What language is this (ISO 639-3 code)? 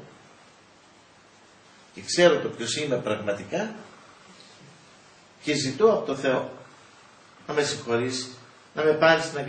ell